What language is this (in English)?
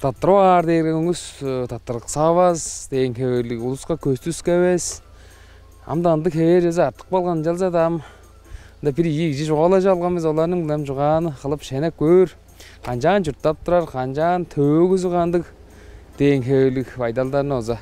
Tuvinian